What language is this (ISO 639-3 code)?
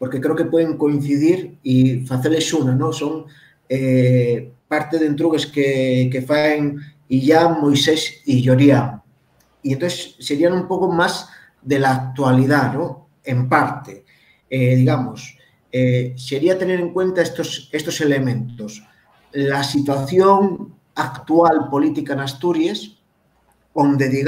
ast